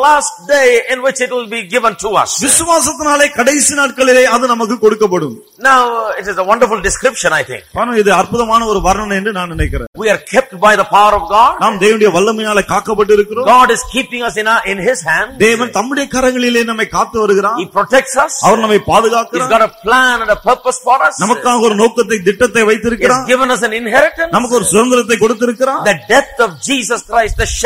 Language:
Tamil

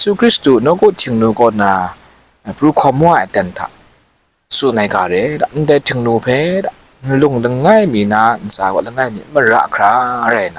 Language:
Kachin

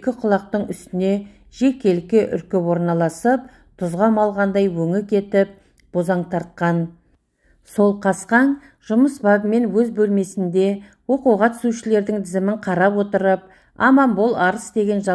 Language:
Kazakh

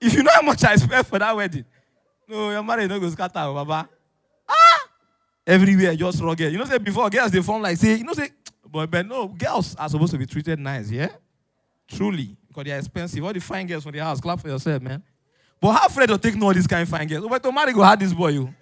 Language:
Nigerian Pidgin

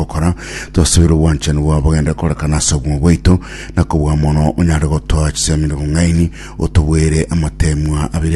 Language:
Gusii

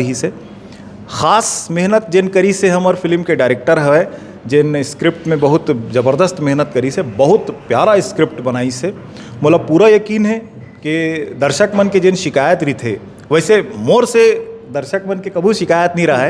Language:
Chhattisgarhi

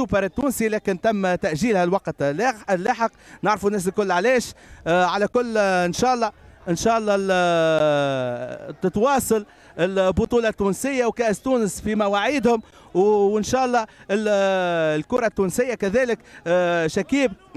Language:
Tunisian Arabic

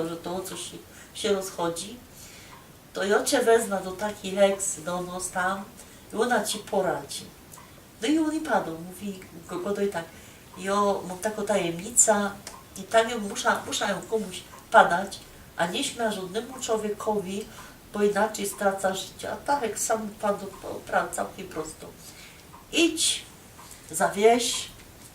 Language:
Silesian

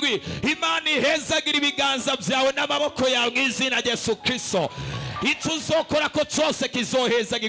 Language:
Rundi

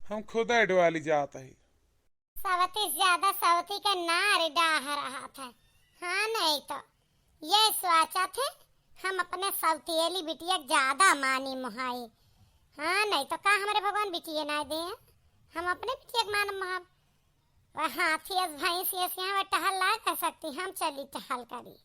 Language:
Awadhi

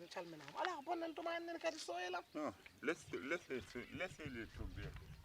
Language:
Fula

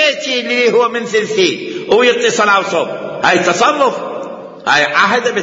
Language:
Mesopotamian Arabic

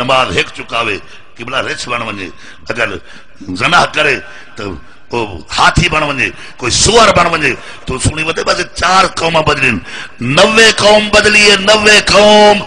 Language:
Saraiki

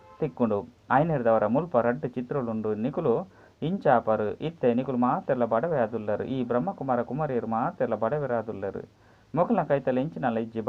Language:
Tulu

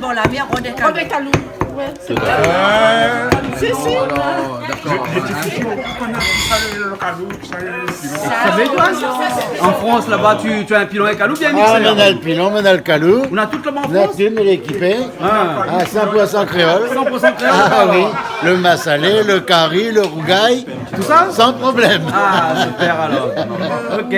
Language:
Réunion Creole French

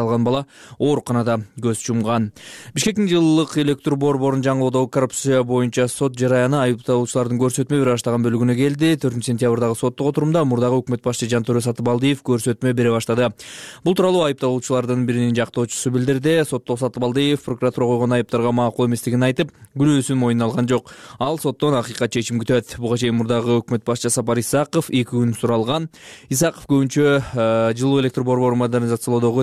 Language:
Kyrgyz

